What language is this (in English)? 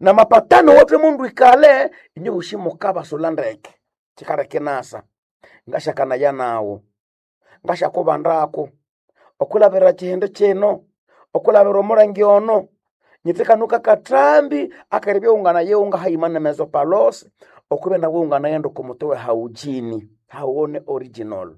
Nande